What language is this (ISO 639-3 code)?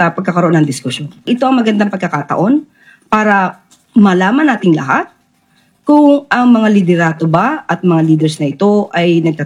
fil